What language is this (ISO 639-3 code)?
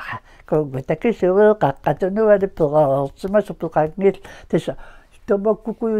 kal